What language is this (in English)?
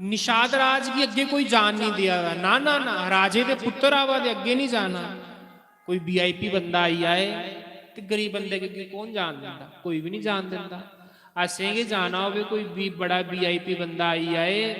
Dogri